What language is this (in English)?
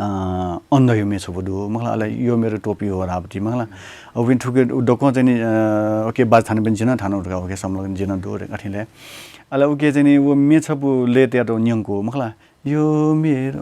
Newari